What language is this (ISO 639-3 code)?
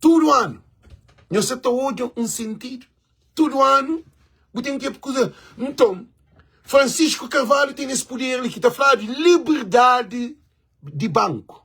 kea